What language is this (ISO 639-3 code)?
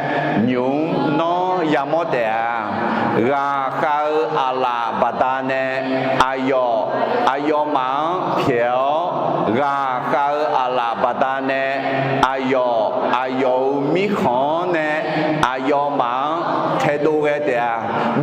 ahk